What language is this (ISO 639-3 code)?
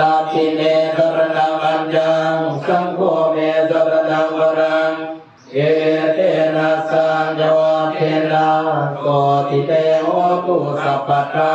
pli